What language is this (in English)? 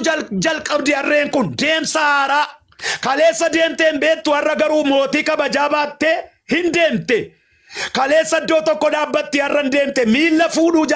Oromo